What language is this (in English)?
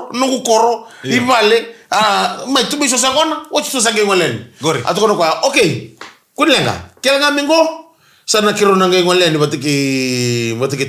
Fijian